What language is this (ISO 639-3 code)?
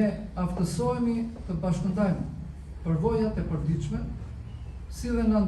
sqi